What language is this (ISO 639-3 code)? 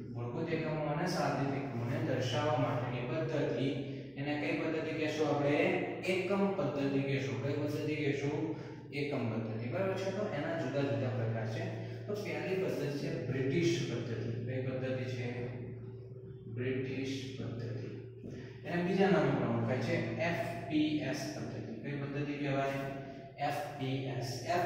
guj